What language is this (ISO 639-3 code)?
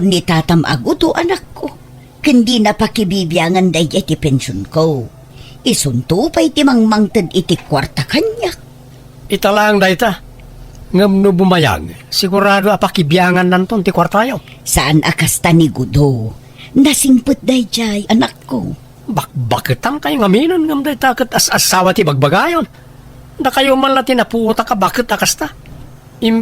ilo